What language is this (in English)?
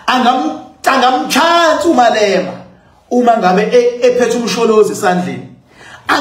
Zulu